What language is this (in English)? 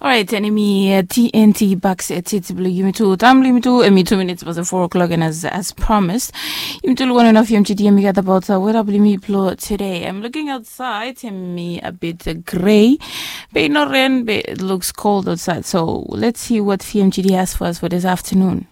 Bislama